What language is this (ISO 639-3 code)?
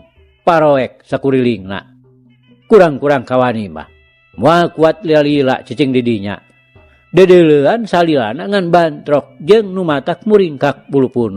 sun